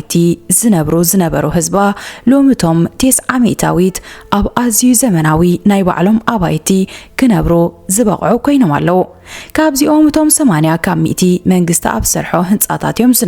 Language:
Tigrinya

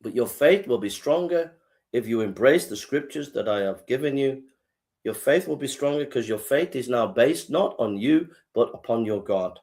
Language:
English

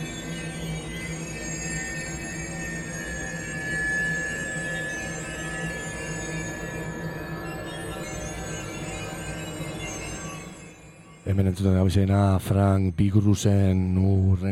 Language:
Basque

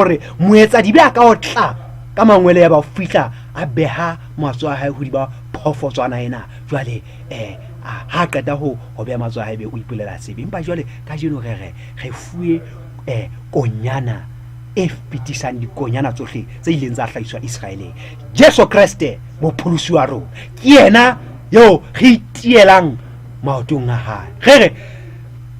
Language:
Southern Sotho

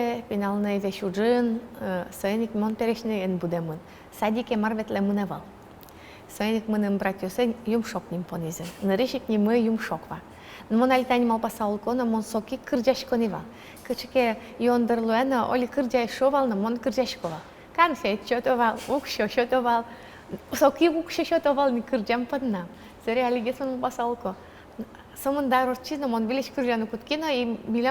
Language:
Udmurt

